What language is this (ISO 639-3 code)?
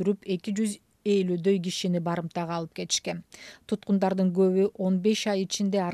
kir